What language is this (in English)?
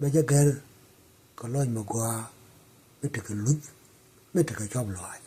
Nuer